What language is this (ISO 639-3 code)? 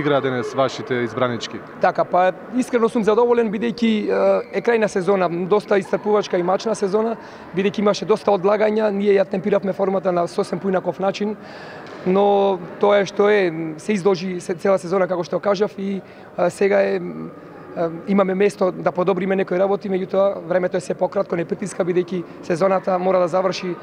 mkd